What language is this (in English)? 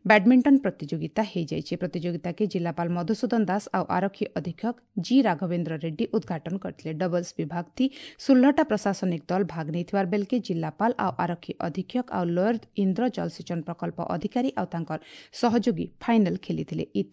Odia